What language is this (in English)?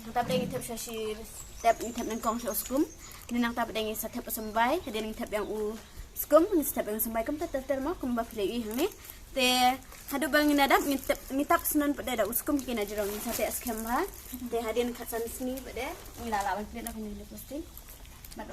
Khasi